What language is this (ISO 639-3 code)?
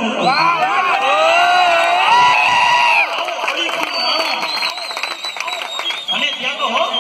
guj